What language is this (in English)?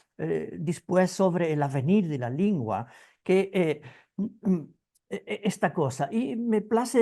Ladino